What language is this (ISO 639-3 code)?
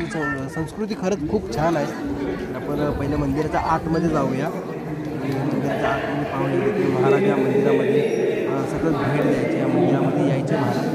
mar